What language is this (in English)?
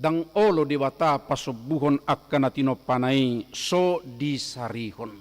Batak Toba